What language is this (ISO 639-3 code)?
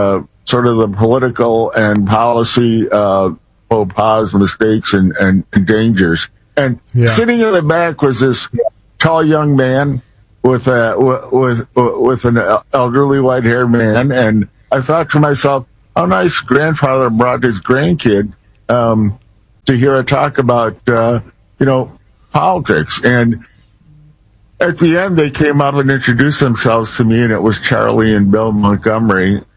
eng